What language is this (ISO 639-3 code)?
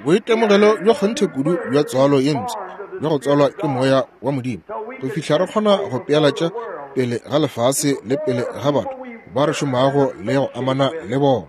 nso